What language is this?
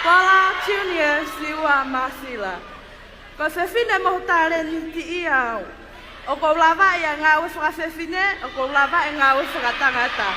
Tongan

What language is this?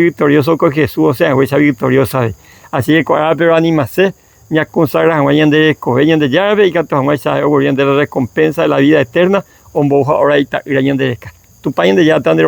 Guarani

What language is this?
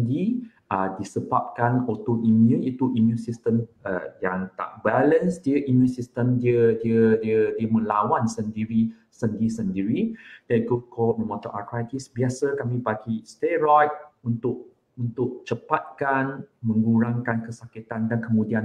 Malay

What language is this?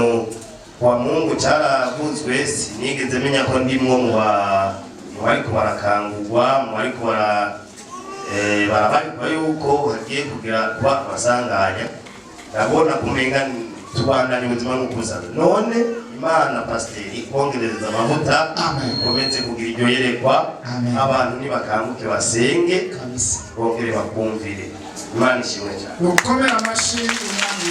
Rundi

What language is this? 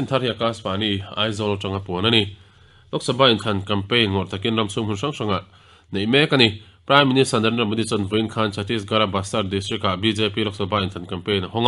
Mizo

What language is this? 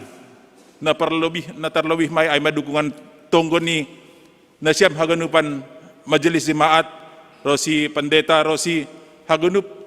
Batak Simalungun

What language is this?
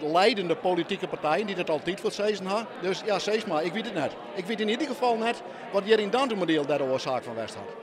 Western Frisian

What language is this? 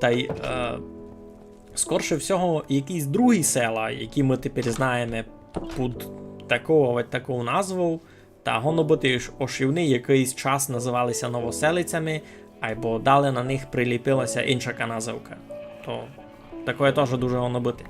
Rusyn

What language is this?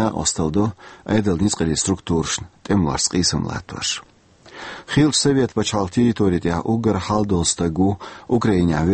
Chechen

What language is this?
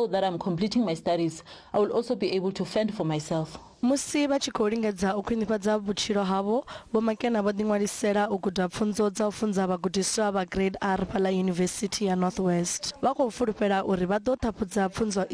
Venda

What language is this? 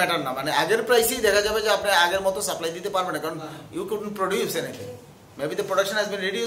Bangla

